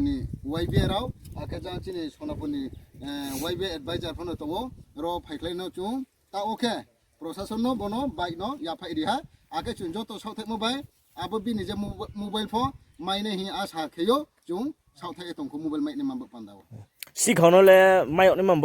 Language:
Riang (India)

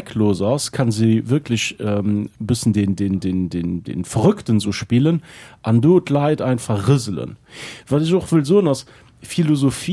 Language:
Luxembourgish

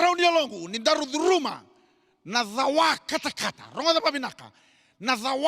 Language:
Fijian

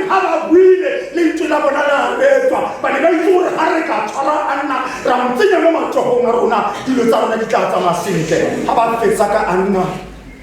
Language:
Tswana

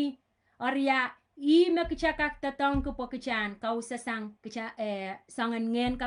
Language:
Pohnpeian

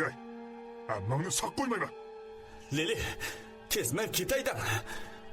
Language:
Uyghur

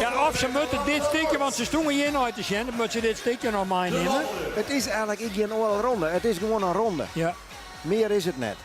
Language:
Western Frisian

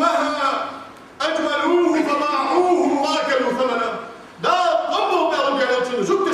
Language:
Ingush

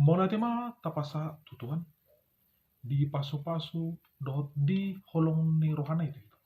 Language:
Batak Toba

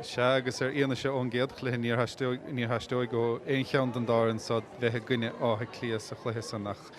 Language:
Irish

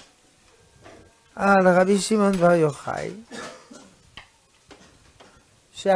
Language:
Hebrew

